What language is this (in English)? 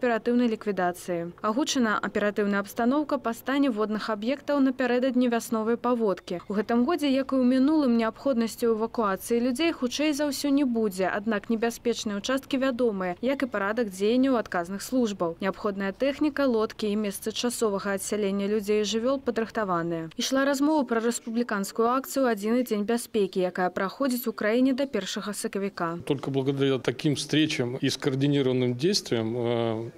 Belarusian